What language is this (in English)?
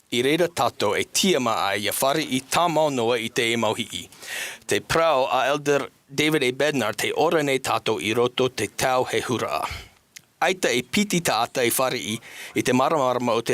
Tahitian